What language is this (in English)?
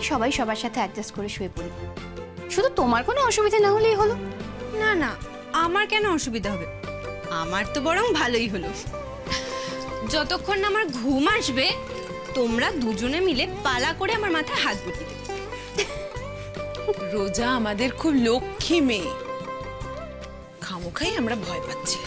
Bangla